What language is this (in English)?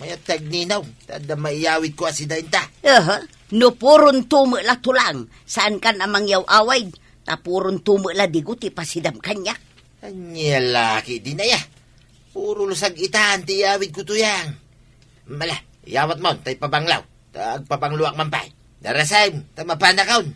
Iloko